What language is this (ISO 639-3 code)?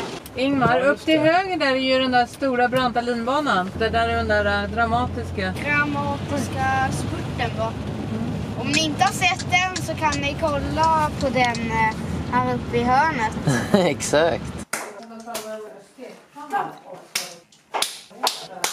swe